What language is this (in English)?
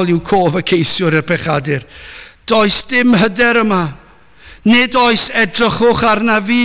Welsh